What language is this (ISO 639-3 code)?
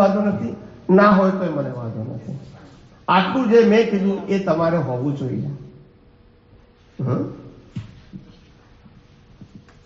guj